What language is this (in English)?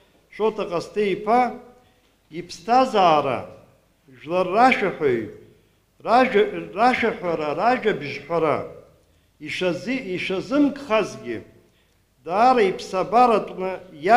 Abkhazian